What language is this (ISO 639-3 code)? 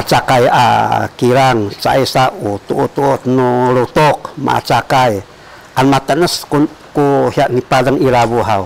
szy